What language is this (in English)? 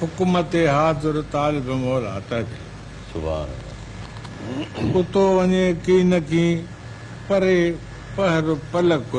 Sindhi